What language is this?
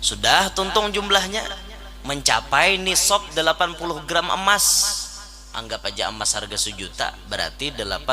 Banjar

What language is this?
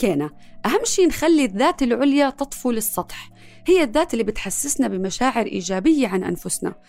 North Levantine Arabic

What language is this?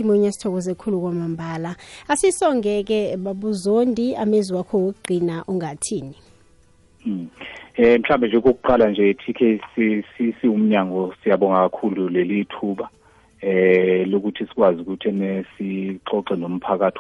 South Ndebele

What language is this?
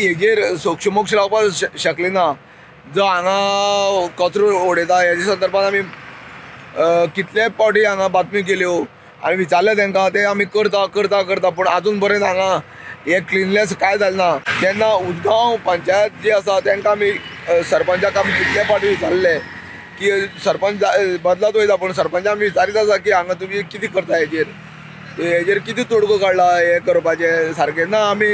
Konkani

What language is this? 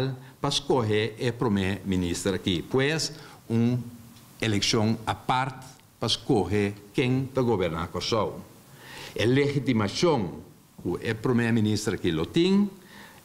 Papiamento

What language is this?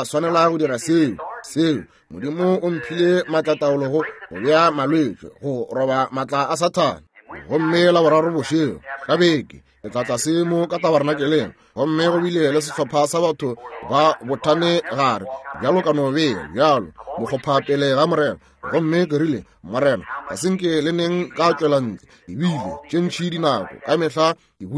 Northern Sotho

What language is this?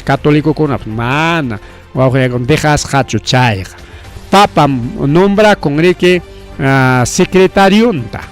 Ayacucho Quechua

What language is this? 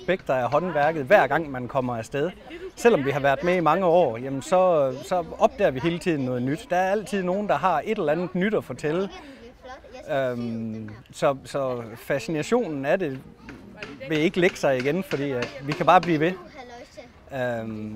Danish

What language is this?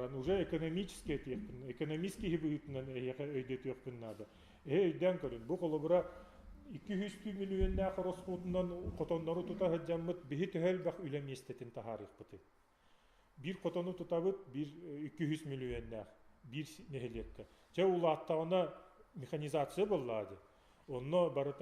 Yakut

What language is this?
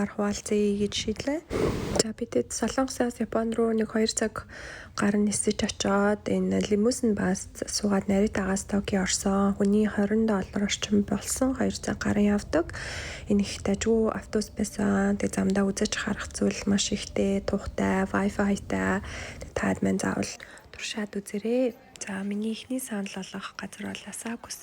Mongolian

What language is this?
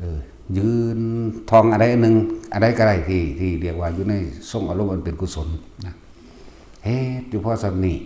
Lao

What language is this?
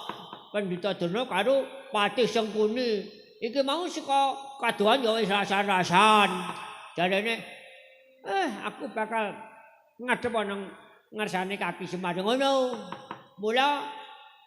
Javanese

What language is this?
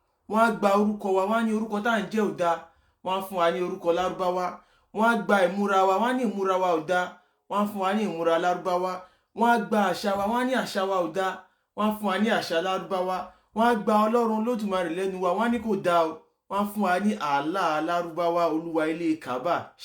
Yoruba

